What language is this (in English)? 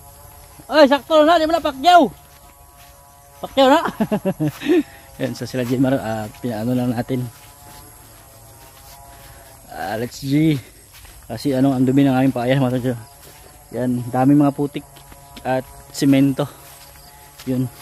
Filipino